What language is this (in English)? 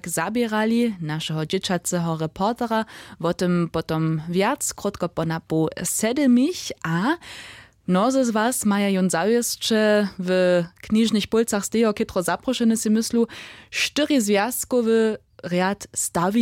Upper Sorbian